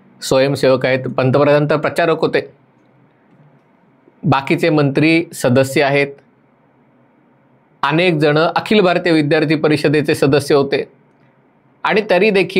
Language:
Marathi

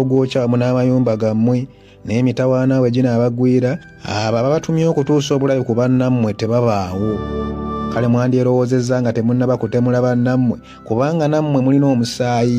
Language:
Ganda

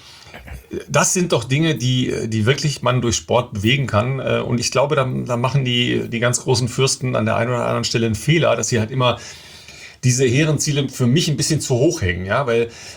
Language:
German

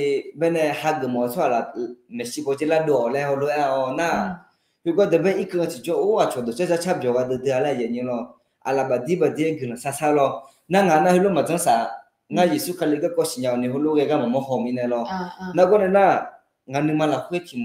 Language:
Akha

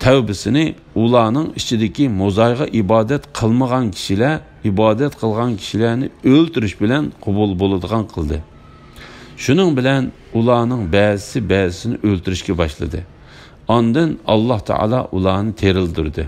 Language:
Uyghur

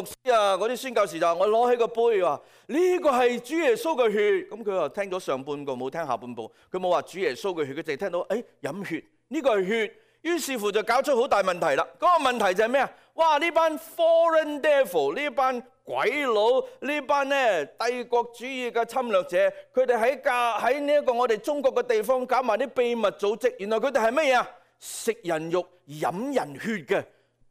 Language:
Cantonese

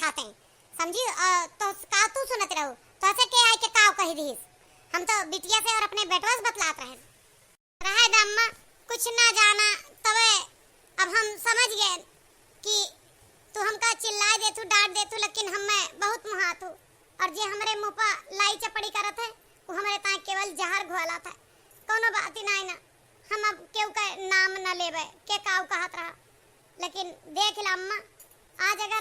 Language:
Awadhi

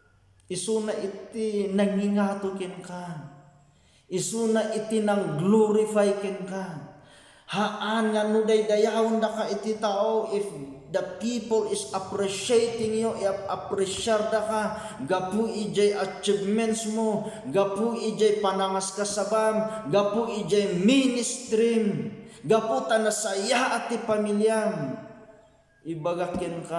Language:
Iloko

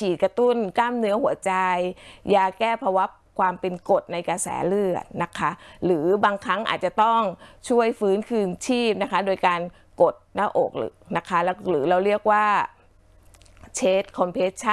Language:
Thai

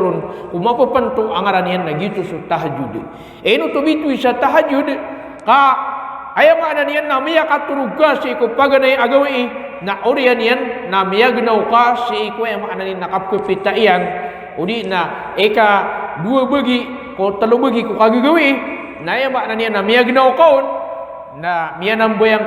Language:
Maranao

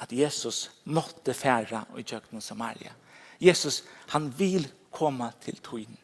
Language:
Faroese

